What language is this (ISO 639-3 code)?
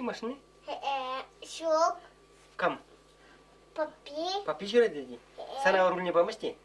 chv